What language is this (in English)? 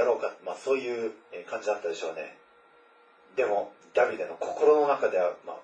Japanese